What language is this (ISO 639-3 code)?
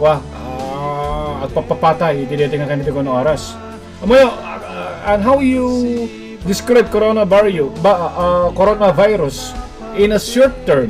ilo